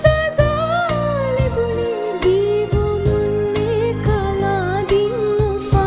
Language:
Divehi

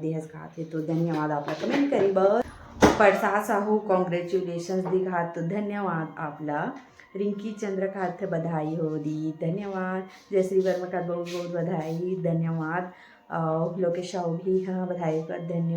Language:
Chhattisgarhi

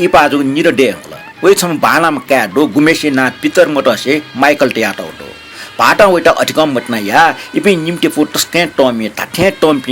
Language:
Newari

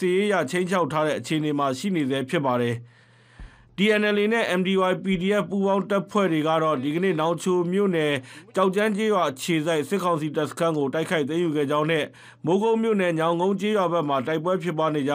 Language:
Burmese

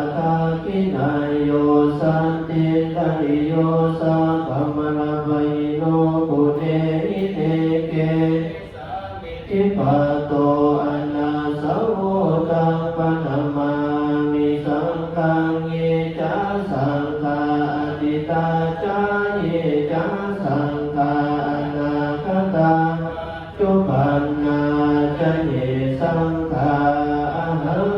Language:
Pali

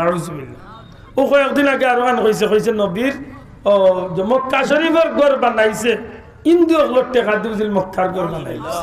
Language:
Sylheti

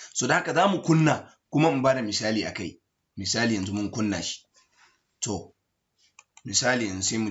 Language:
Hausa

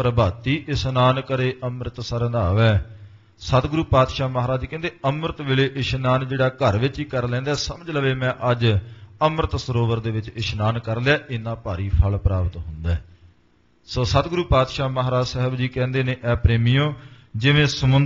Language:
Punjabi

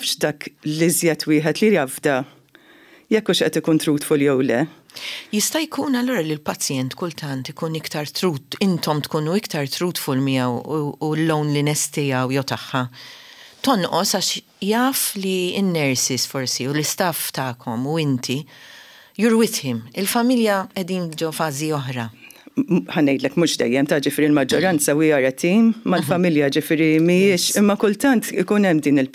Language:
Maltese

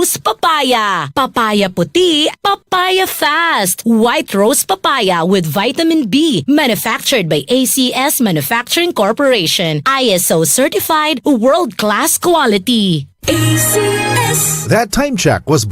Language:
Bikol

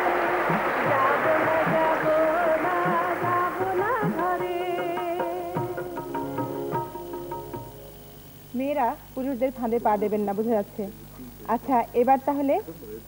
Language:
Bangla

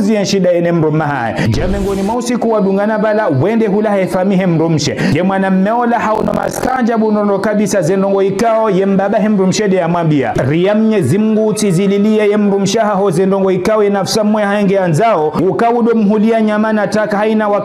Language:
Ngazidja Comorian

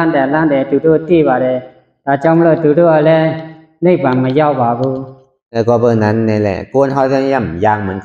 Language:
Shan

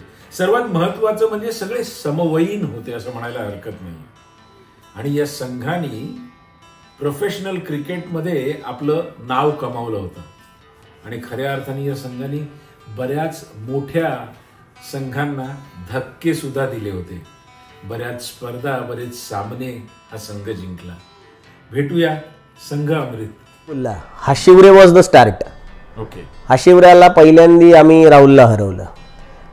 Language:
Marathi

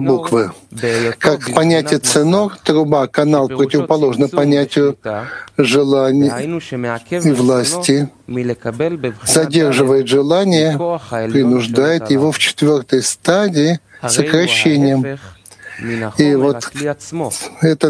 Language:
Russian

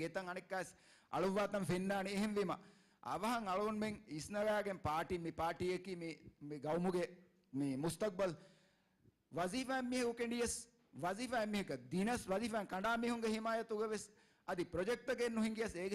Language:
Divehi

